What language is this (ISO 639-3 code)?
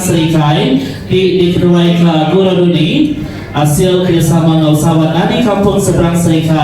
iba